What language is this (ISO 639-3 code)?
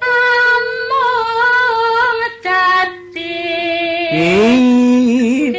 jav